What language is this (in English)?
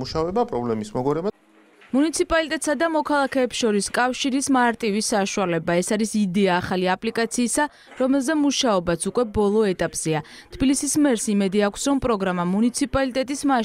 Georgian